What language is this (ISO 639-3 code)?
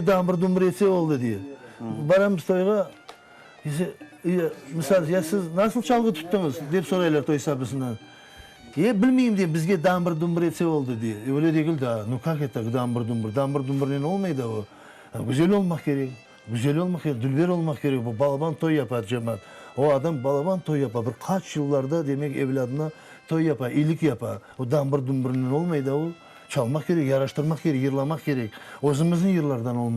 crh